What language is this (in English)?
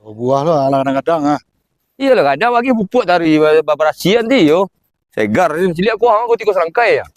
Minangkabau